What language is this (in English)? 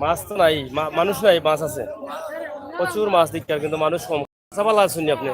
Sylheti